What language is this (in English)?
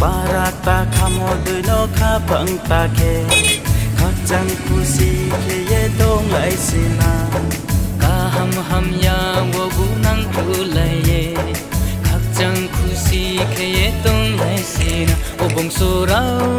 Riang (India)